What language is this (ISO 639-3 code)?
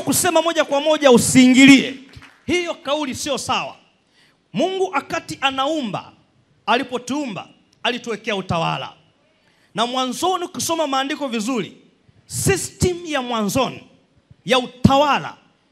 swa